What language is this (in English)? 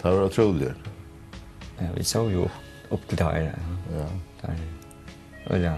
Faroese